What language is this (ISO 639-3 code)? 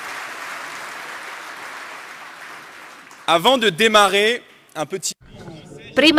ita